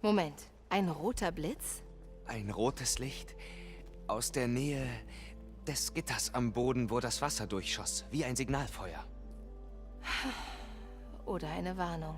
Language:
Bavarian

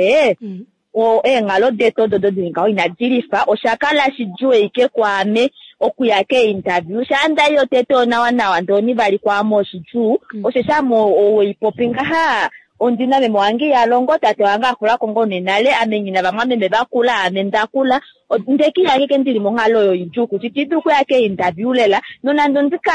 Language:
Kuanyama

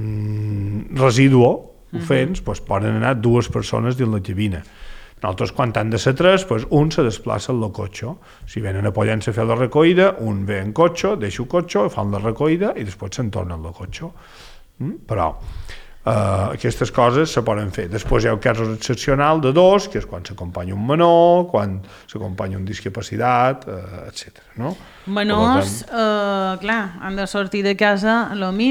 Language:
Catalan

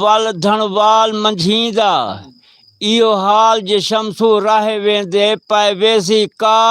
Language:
Saraiki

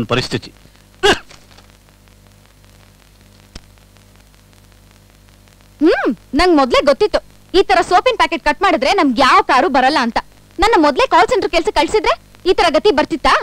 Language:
Kannada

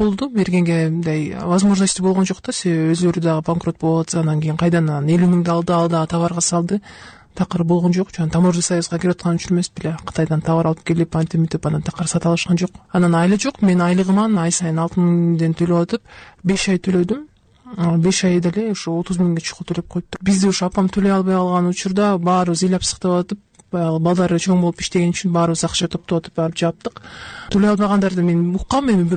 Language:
Kyrgyz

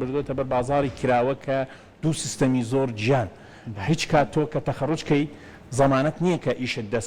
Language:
Central Kurdish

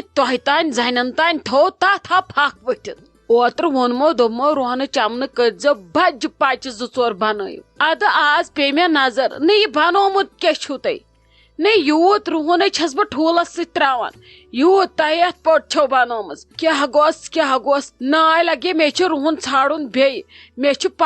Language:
Kashmiri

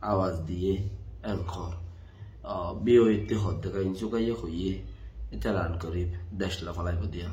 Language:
Rohingya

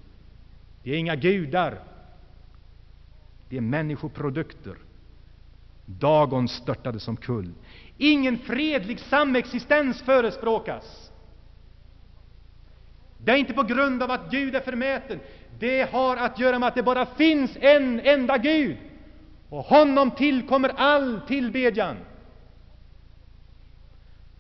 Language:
Swedish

